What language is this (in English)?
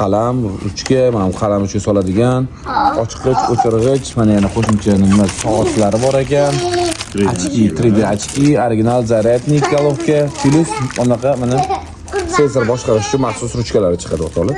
Uzbek